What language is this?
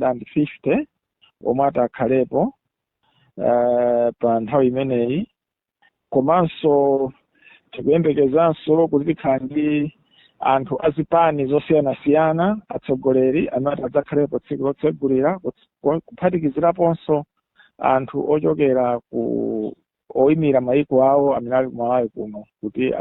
Nyanja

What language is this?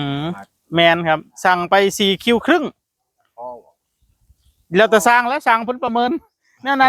Northeastern Thai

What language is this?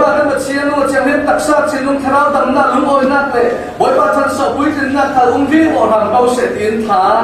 Falam Chin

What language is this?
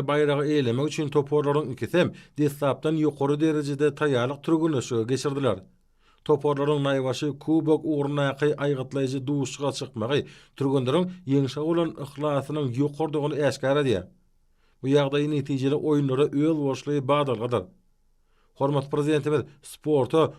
Turkmen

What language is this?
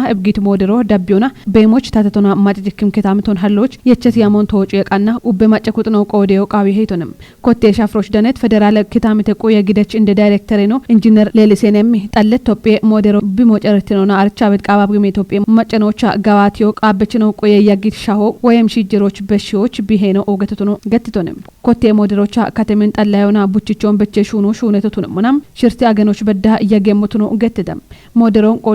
Kafa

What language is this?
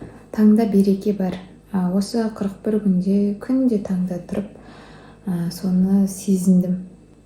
Kazakh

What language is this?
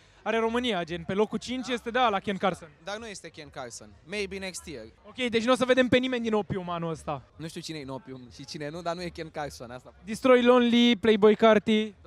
Romanian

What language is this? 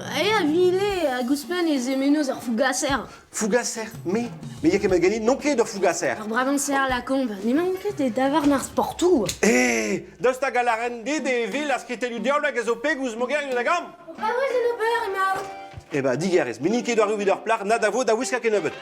Breton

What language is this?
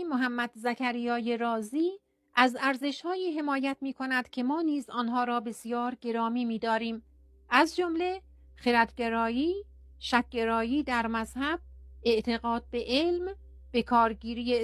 Persian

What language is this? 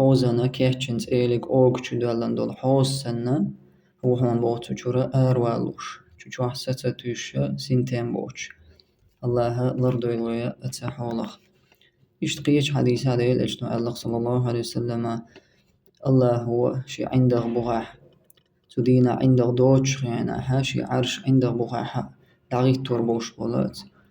Chechen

